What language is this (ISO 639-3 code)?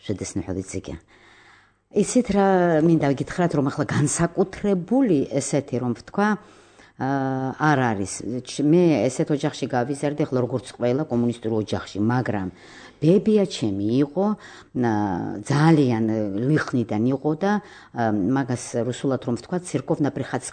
kat